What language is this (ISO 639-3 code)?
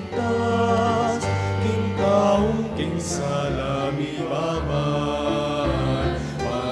pam